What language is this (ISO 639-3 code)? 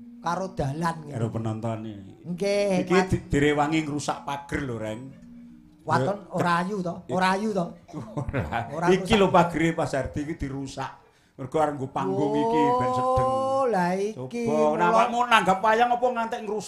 jav